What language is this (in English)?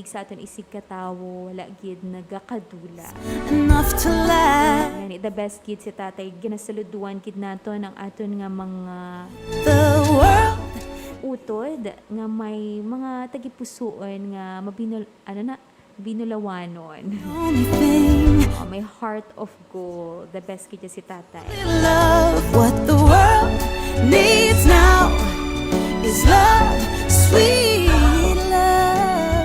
Hiligaynon